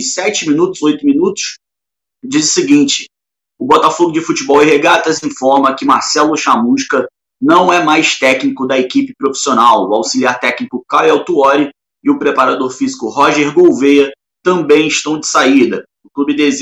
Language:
Portuguese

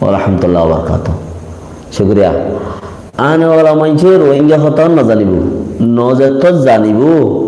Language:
Rohingya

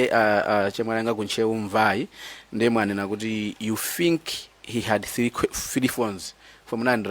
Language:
Nyanja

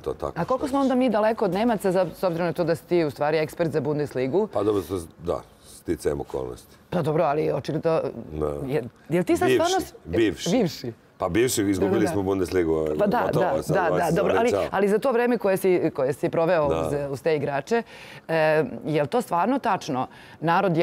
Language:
Serbian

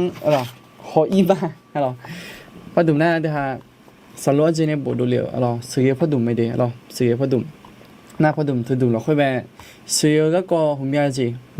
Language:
Akha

